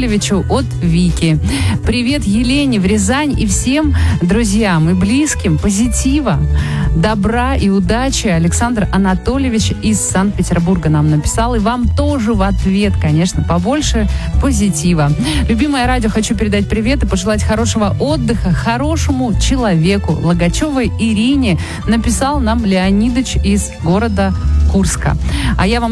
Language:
Russian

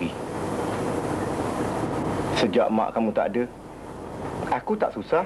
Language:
Malay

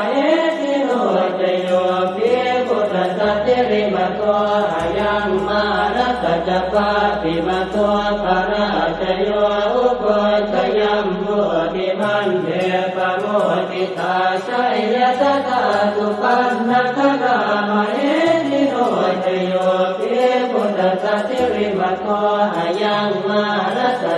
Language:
Pali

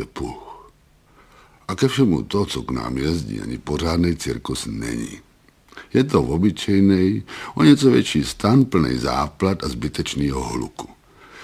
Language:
Czech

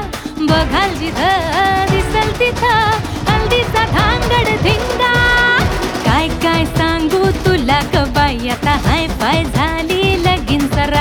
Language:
Marathi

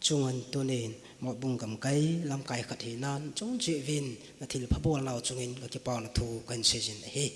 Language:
Thado Chin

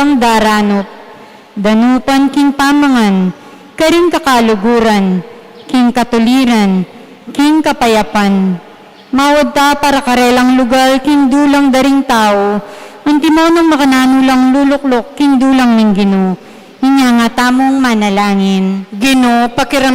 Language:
Pampanga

